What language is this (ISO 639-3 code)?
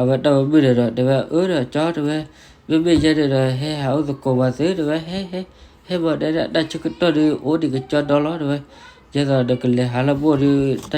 ksw